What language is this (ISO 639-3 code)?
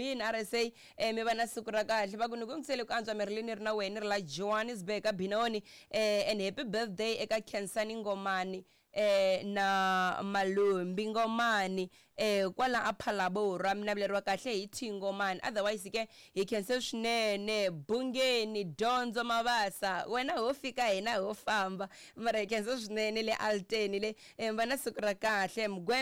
tso